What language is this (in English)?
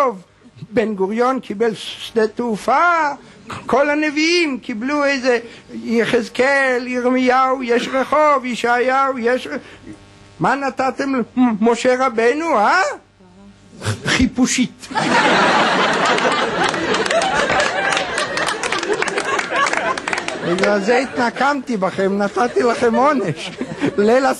Hebrew